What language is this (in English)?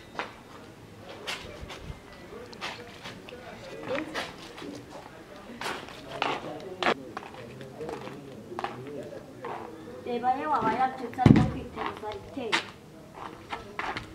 Kinyarwanda